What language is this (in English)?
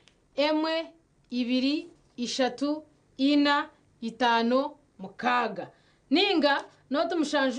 Nyankole